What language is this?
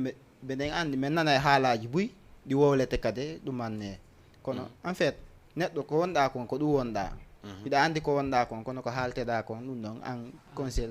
Fula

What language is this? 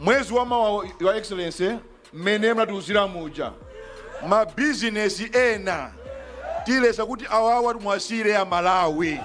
Nyanja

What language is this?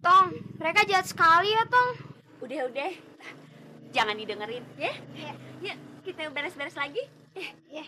Betawi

